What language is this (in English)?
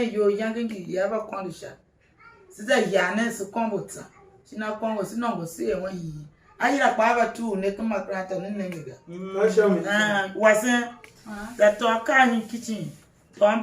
Tiv